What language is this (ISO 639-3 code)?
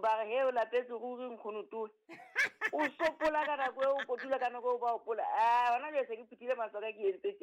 sot